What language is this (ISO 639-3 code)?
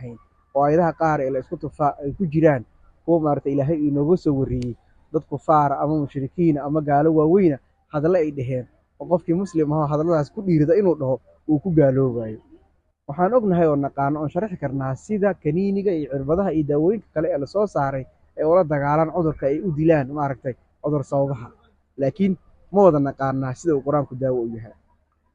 som